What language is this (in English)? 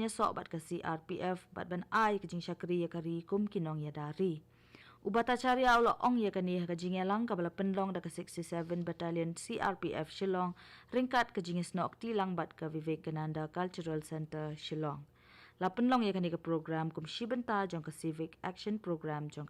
Khasi